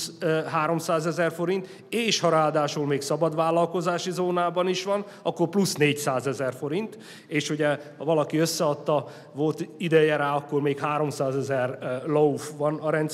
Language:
Hungarian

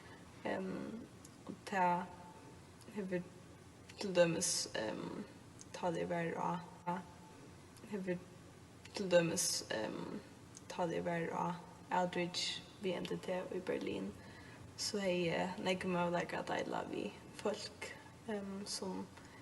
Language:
Faroese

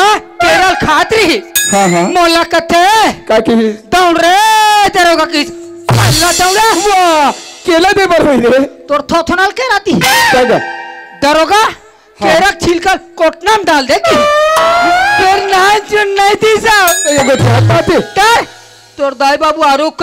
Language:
Chhattisgarhi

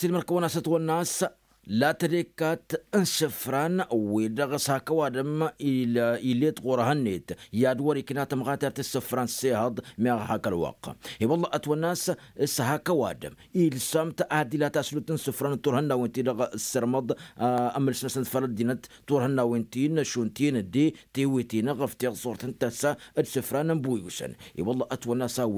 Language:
Tamasheq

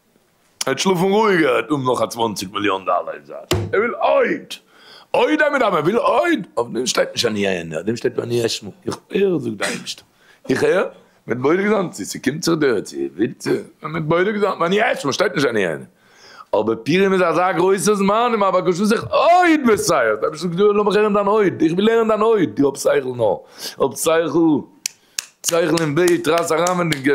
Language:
Yiddish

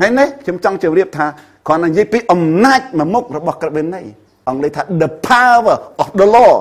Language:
Khmer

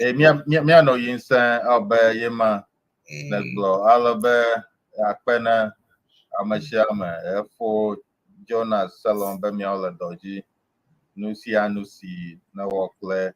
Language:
Ewe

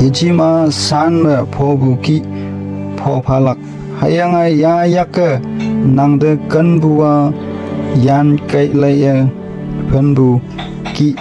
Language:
Konyak Naga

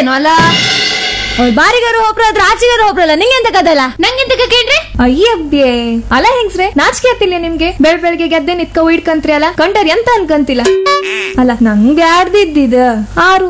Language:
Kannada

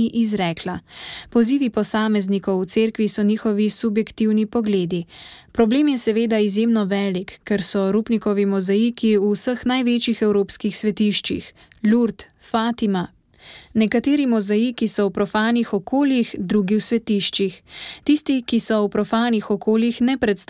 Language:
Slovenian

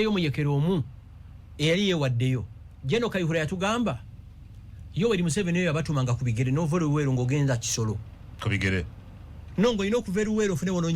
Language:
Ganda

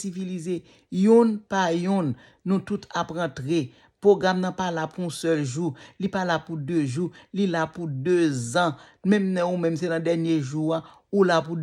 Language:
Haitian Creole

